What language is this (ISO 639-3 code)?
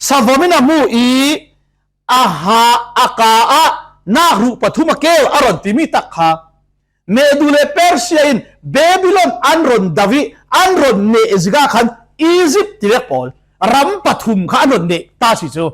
cfm